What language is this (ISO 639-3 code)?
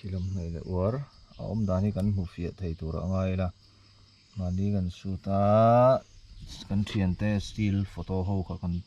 lus